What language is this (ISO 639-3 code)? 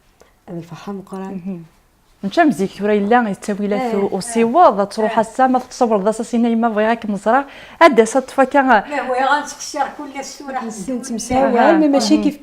kab